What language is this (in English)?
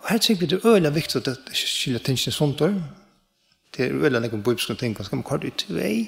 Faroese